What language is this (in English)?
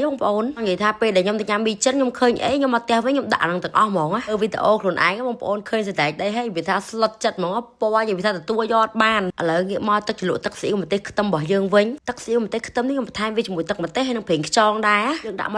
Khmer